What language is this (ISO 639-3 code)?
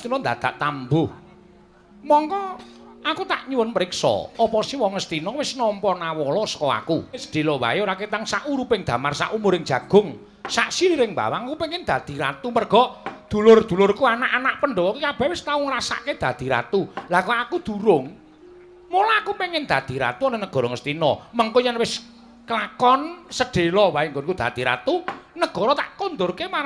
jav